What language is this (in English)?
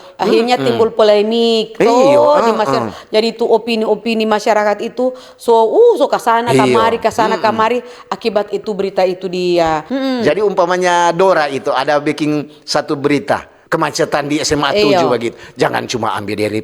Manado Malay